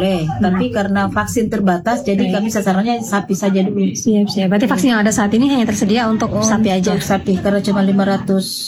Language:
Indonesian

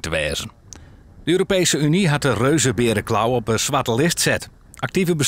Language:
Western Frisian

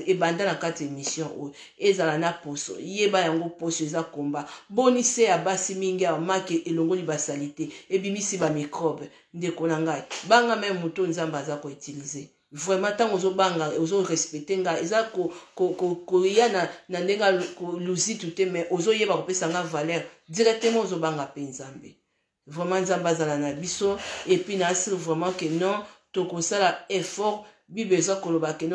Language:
Lingala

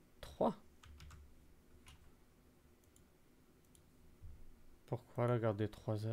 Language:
French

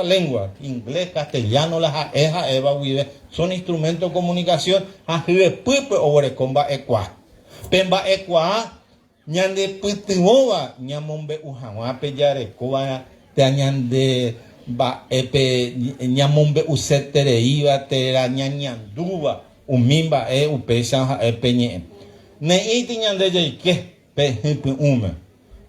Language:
Guarani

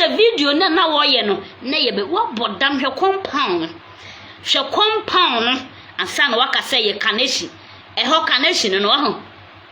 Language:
Akan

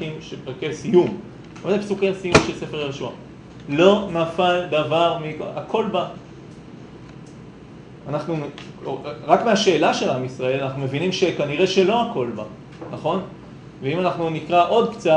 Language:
Hebrew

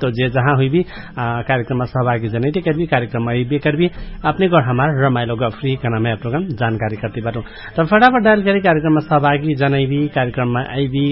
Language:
Dangaura Tharu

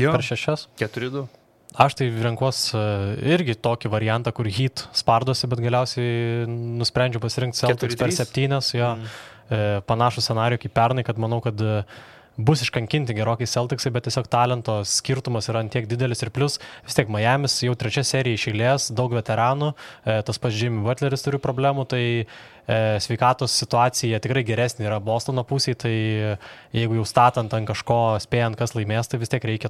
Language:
Lithuanian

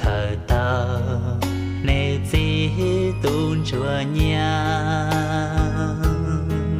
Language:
Hmong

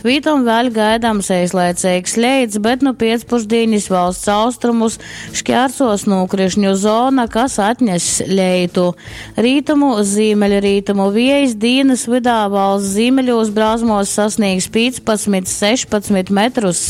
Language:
Latgalian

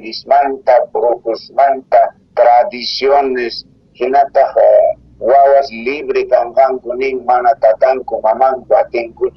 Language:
South Bolivian Quechua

